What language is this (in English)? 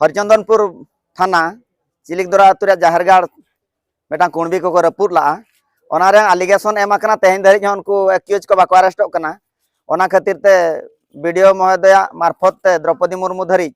Santali